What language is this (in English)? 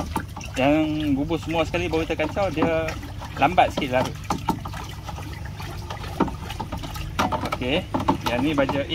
Malay